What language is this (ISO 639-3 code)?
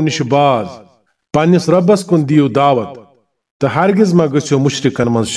kas